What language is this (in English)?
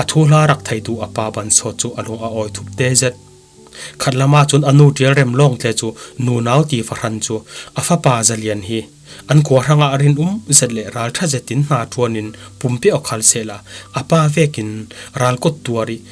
Falam Chin